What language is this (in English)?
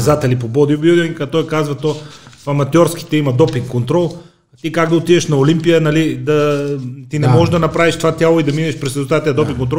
Bulgarian